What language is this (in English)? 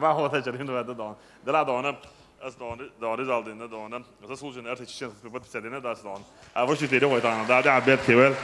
Chechen